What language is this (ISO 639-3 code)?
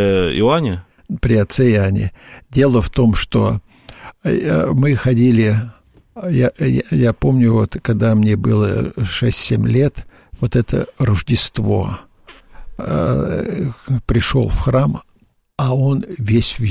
rus